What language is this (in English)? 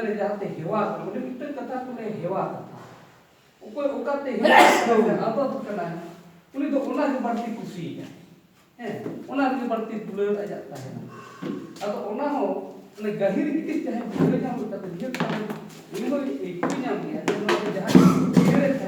Santali